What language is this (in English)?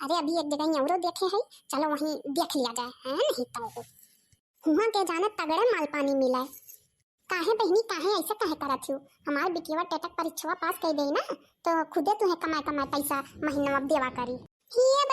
Awadhi